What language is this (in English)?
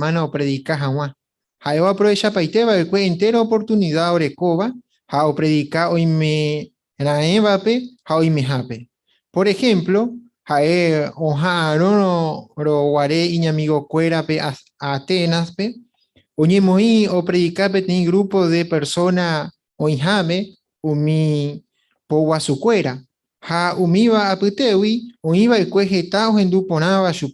Guarani